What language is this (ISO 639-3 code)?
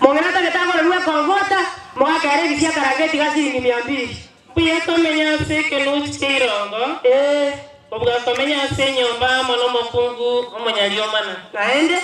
guz